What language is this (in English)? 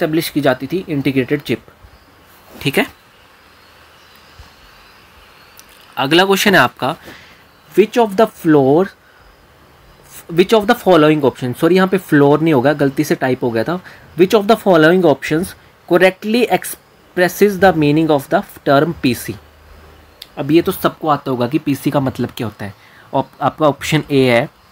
Hindi